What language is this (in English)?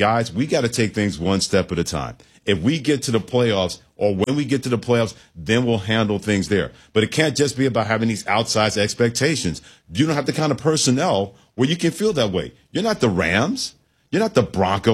English